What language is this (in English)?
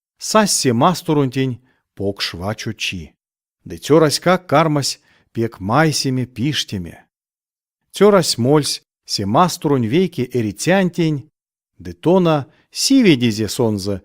Erzya